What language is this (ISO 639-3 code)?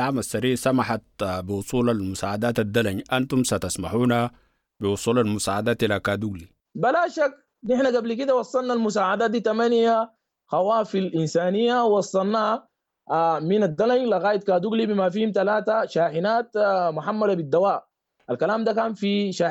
apd